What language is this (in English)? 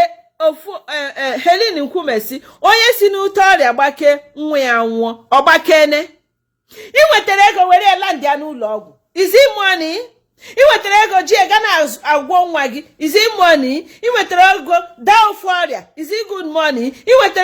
Igbo